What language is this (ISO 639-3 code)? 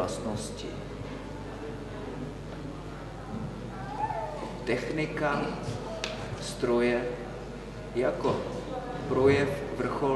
ces